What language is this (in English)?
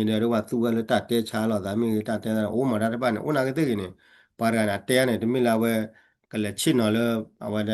S'gaw Karen